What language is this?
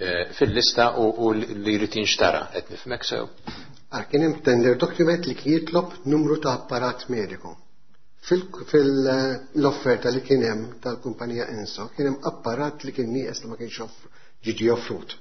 Maltese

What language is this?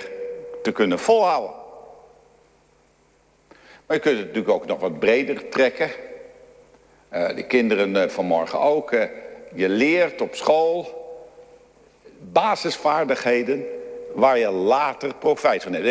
Dutch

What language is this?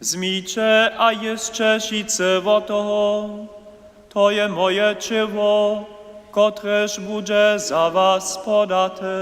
Upper Sorbian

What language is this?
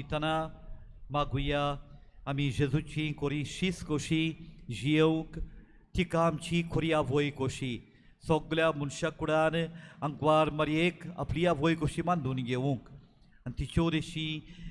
Konkani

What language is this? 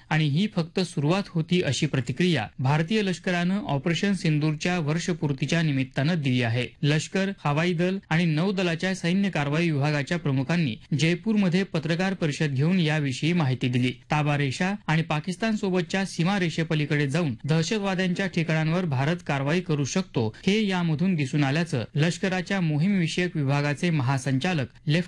Marathi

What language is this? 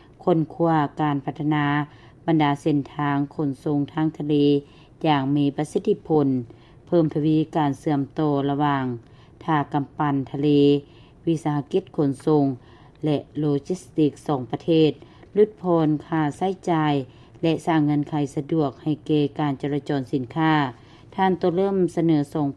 Lao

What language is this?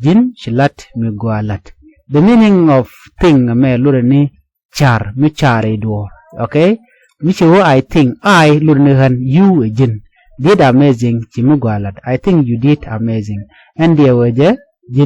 Nuer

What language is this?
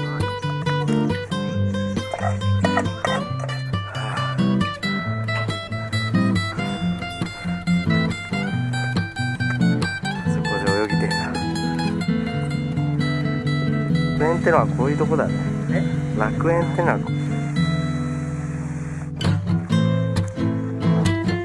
Japanese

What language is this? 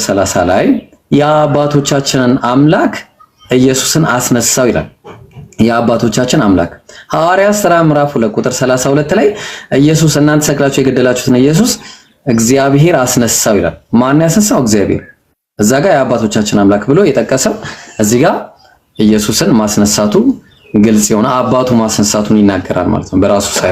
Amharic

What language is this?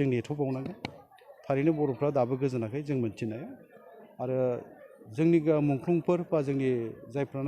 Bodo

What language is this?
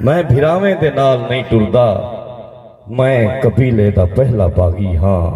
Saraiki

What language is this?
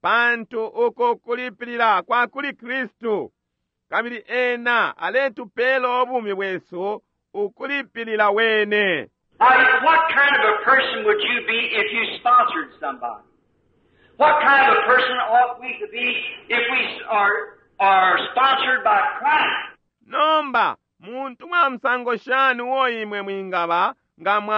Bemba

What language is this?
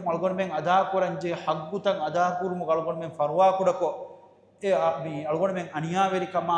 Divehi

